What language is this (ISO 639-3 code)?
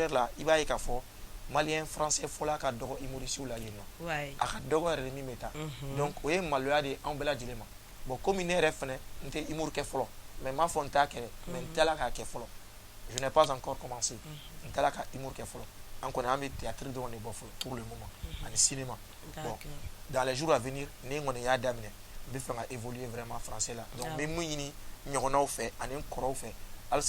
bam